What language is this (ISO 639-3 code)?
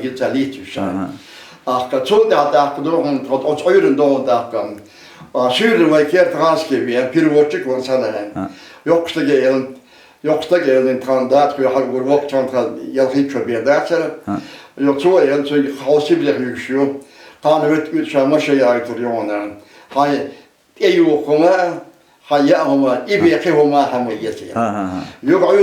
che